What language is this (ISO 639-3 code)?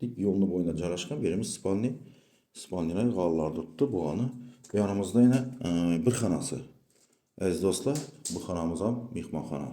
uzb